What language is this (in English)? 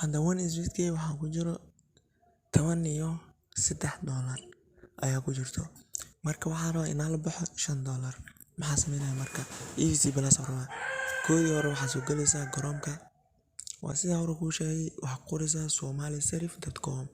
Somali